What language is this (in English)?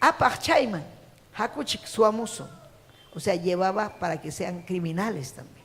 Ayacucho Quechua